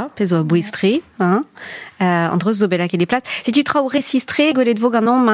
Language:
Breton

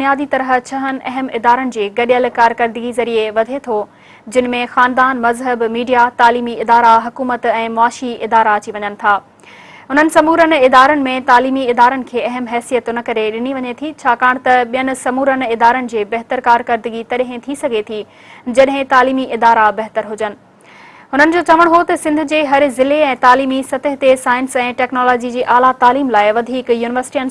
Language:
Sindhi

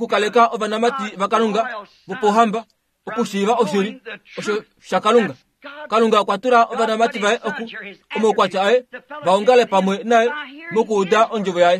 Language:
Kuanyama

